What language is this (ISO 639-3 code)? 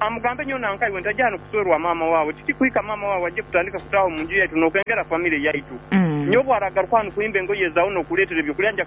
nyo